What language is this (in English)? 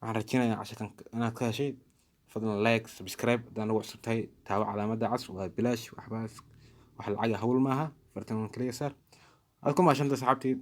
Somali